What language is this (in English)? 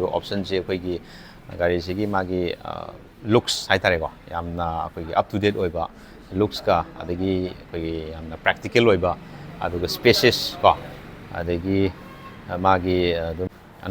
Manipuri